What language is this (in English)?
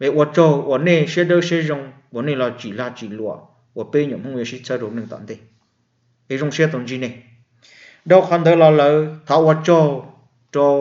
Hmong